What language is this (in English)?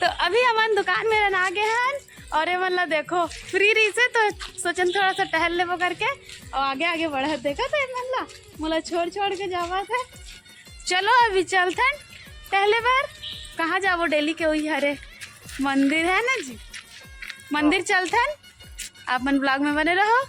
Chhattisgarhi